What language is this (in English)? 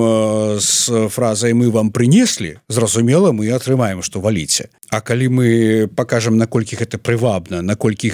Belarusian